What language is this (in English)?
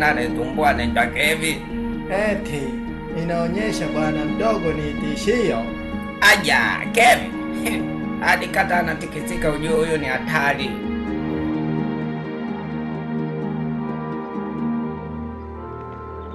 Swahili